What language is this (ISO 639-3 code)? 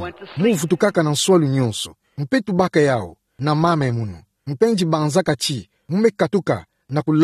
ktu